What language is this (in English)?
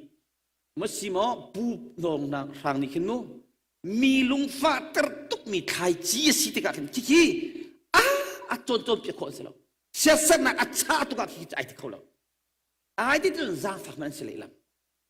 Hakha Chin